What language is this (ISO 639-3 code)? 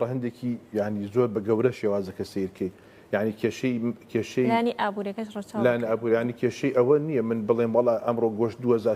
ckb